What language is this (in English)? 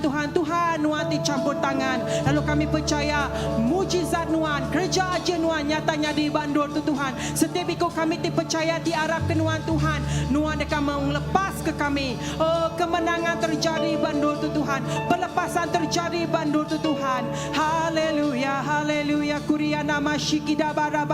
Iban